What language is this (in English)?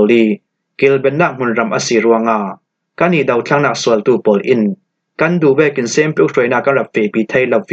Falam Chin